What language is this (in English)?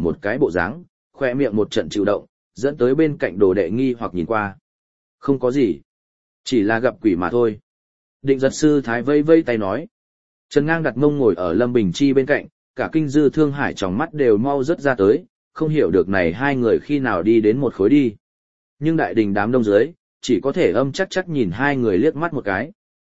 Vietnamese